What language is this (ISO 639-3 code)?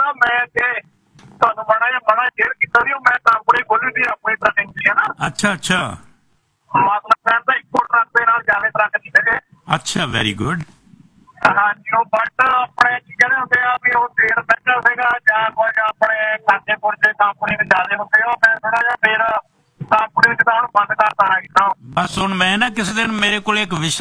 pan